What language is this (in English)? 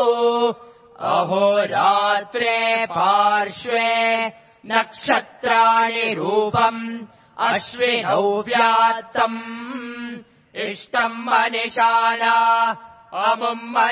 Sanskrit